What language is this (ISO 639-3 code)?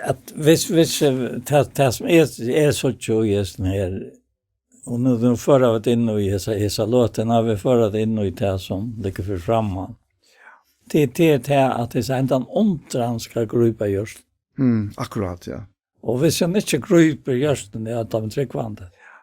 fao